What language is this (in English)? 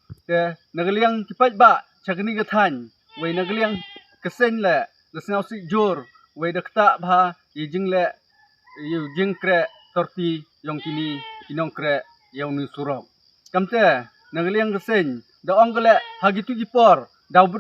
Khasi